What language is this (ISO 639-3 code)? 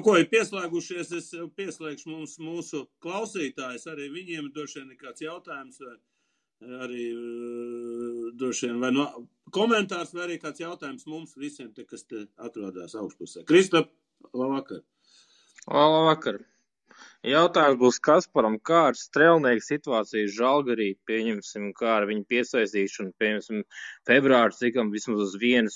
lav